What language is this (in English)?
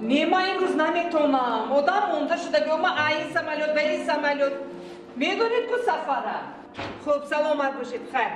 Tajik